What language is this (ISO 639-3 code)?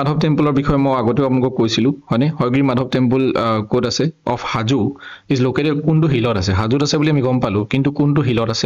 asm